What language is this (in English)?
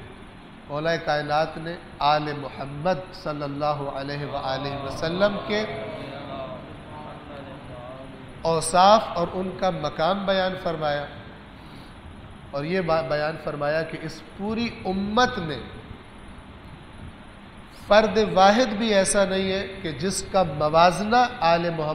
Urdu